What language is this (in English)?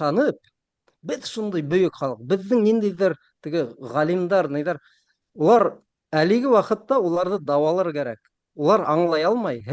Bashkir